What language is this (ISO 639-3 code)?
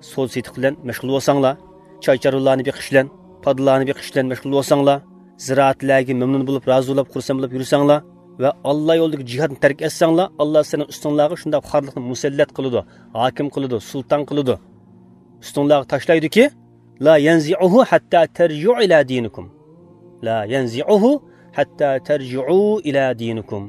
uig